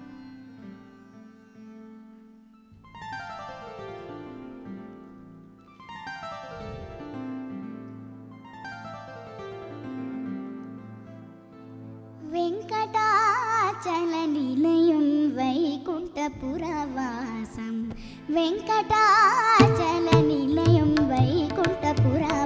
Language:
Kannada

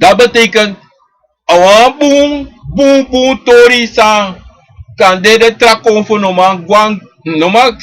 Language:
Sranan Tongo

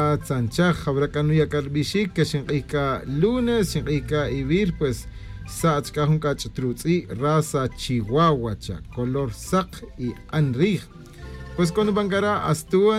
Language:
Tz'utujil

